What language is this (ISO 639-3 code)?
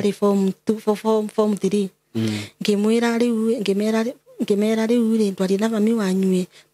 kik